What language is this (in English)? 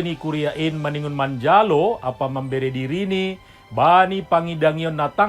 Batak Simalungun